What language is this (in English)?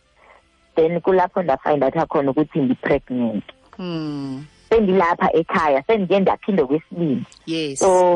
Xhosa